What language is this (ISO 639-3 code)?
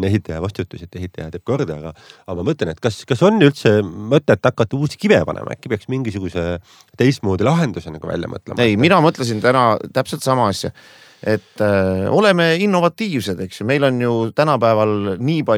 est